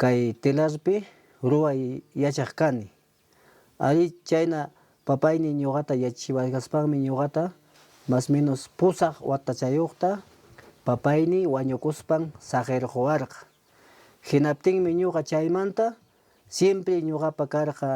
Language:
Ayacucho Quechua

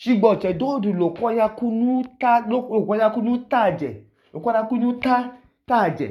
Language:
Idoma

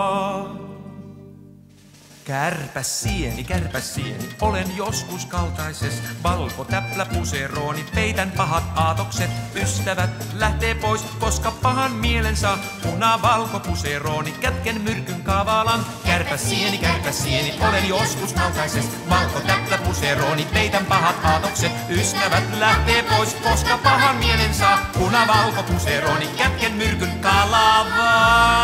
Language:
Finnish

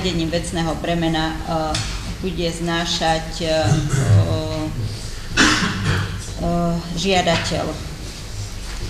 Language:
Slovak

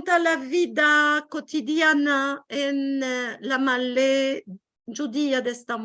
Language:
Ladino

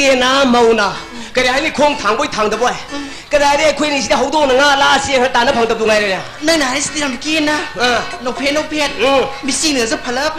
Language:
Manipuri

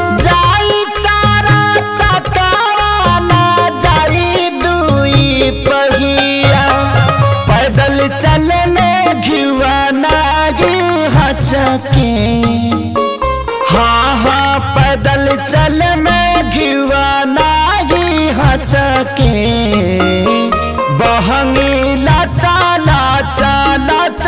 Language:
Bhojpuri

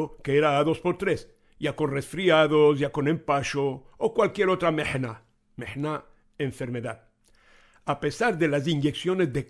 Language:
Ladino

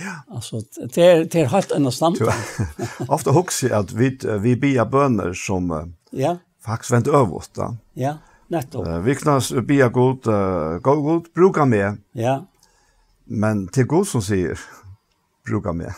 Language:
Faroese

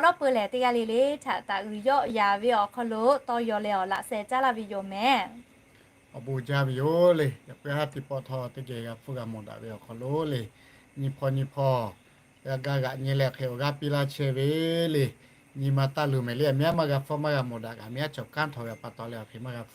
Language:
Lahu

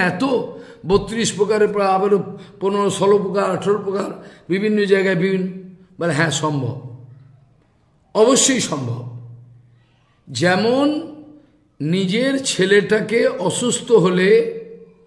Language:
Bangla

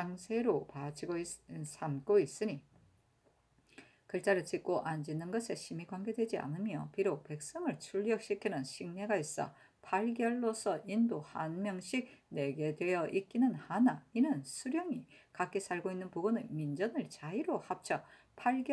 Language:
Korean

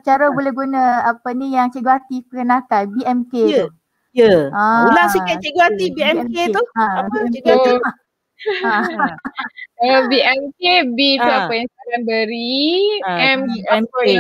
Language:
Malay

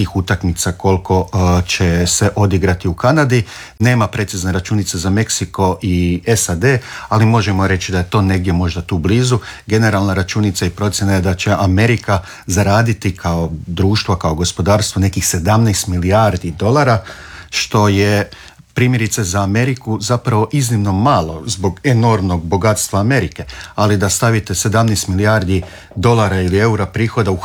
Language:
Croatian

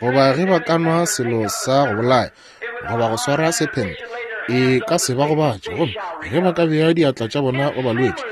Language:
Northern Sotho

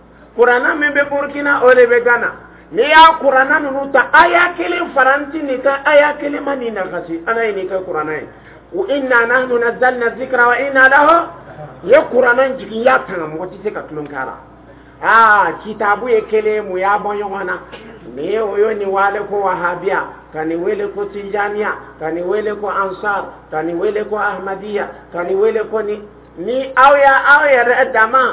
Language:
Dyula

